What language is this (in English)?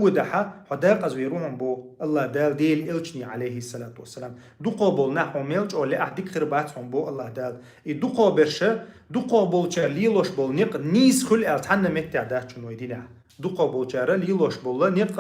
Chechen